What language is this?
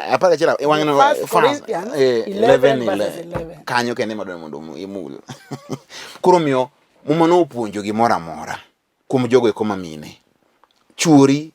Luo (Kenya and Tanzania)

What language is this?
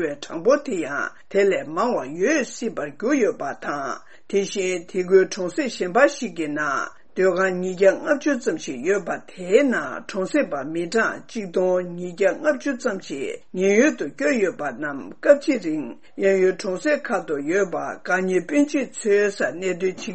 Tibetan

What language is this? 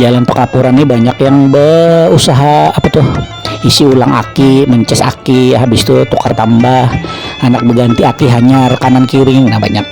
Banjar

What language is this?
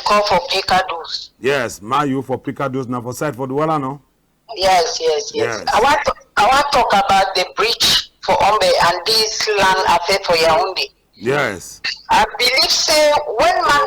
Cameroon Pidgin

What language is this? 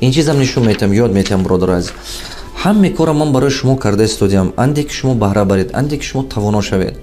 Tajik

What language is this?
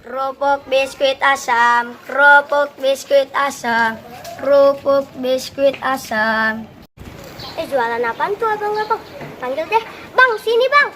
Betawi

